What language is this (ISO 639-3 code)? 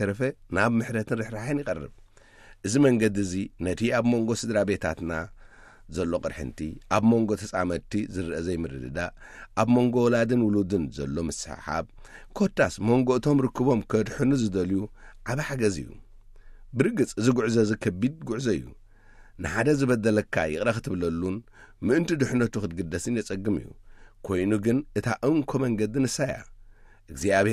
tir